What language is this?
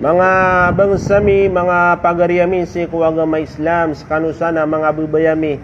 Maranao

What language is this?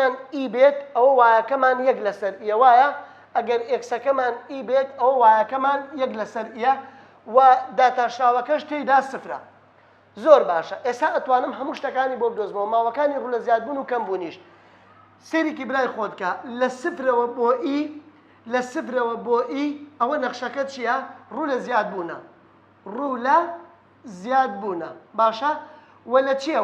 Central Kurdish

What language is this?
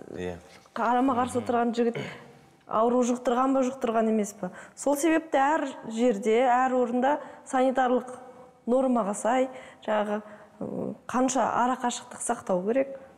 Kazakh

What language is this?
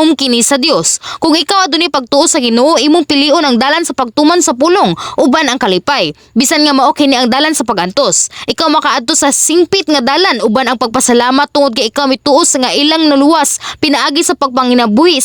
Cebuano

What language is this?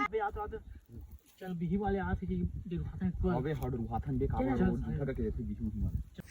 Chhattisgarhi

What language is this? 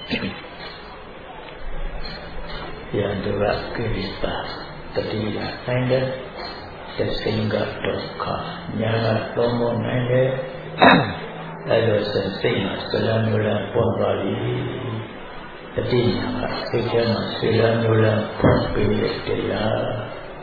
Burmese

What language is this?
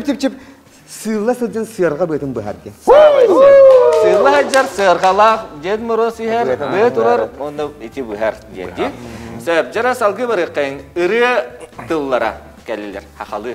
Yakut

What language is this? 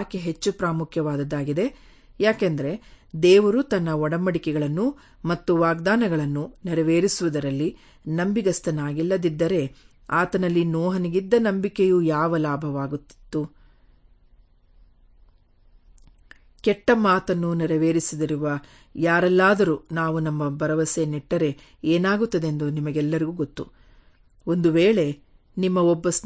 Kannada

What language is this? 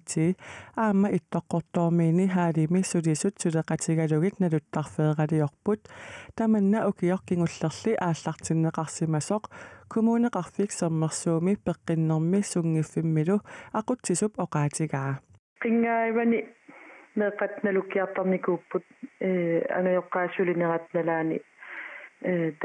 Kalaallisut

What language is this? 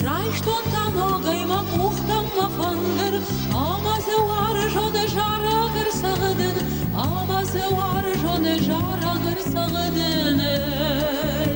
Ossetic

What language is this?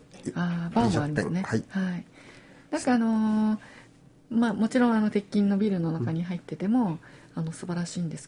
Japanese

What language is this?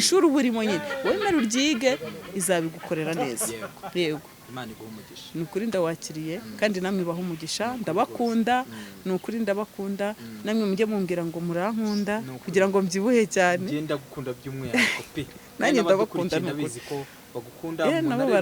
Kinyarwanda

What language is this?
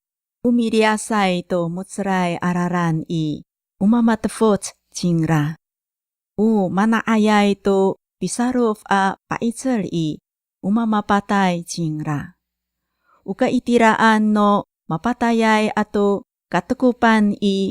Amis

